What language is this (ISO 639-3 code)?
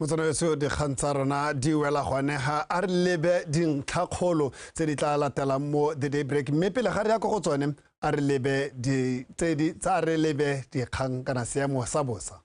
tsn